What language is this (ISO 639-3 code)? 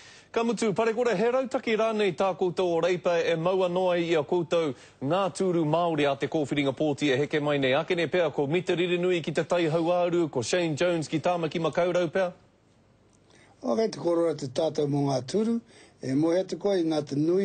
mri